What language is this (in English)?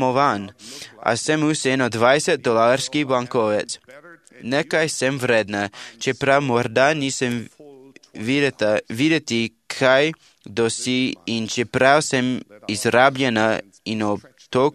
Slovenian